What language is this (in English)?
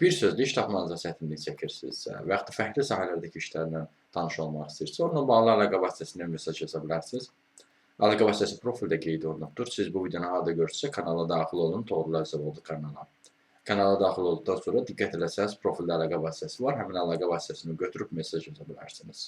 Azerbaijani